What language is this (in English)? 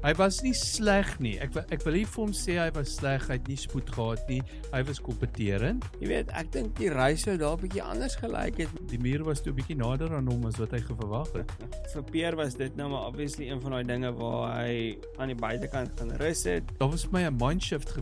Afrikaans